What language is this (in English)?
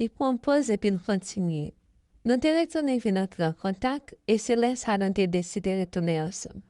Haitian Creole